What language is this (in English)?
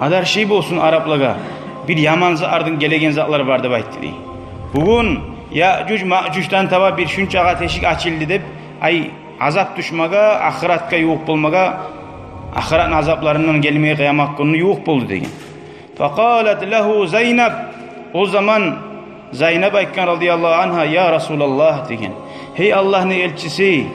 Kumyk